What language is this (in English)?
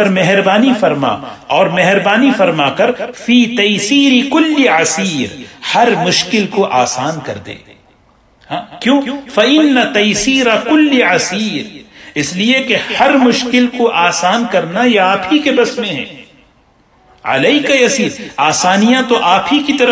Urdu